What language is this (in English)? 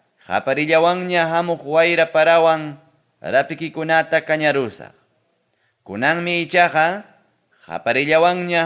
Ayacucho Quechua